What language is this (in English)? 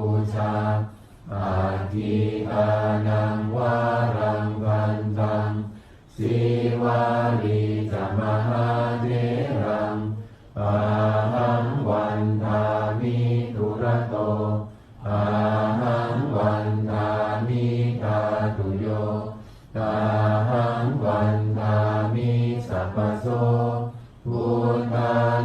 Pali